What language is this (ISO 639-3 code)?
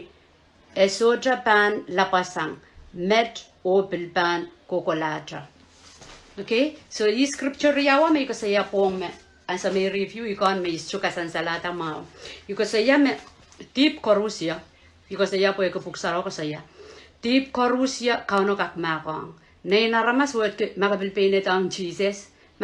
pon